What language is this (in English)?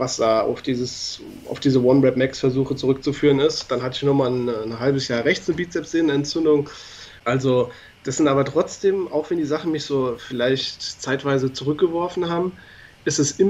German